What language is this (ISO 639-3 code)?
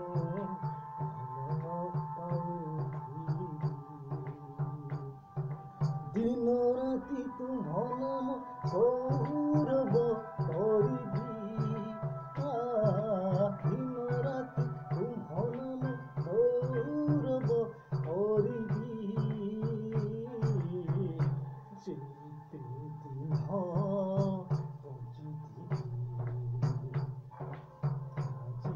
ori